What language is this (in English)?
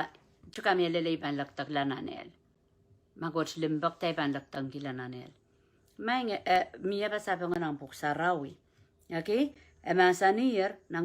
Pohnpeian